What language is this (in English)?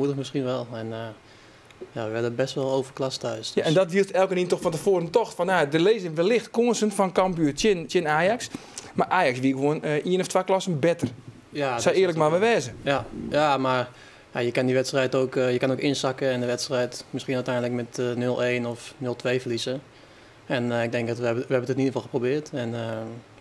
Western Frisian